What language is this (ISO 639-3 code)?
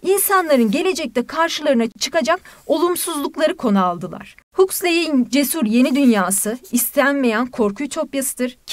tur